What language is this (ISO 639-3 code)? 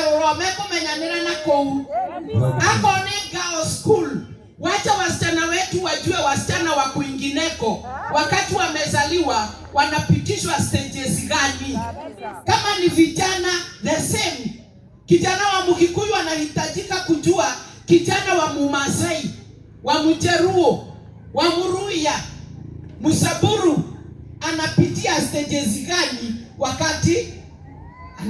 kik